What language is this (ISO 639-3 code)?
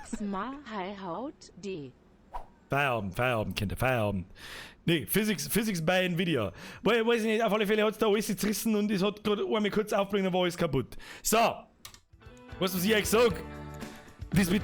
bar